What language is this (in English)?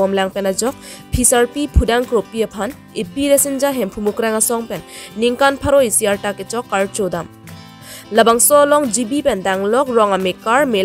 Karbi